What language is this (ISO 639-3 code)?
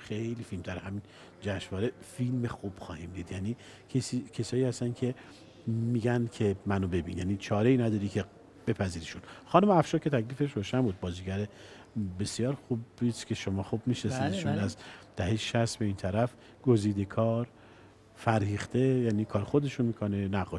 fas